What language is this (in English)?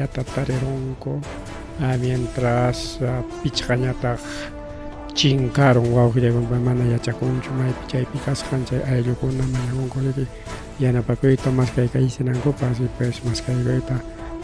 Ayacucho Quechua